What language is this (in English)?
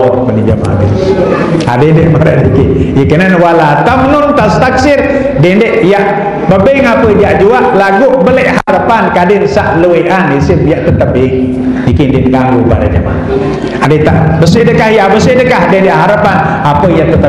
Sasak